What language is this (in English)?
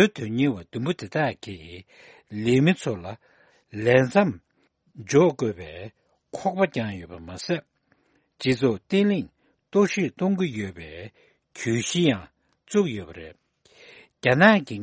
Tibetan